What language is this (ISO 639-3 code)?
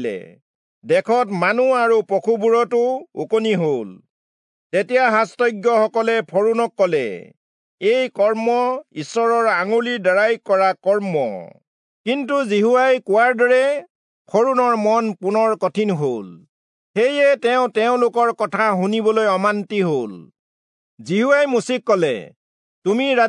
asm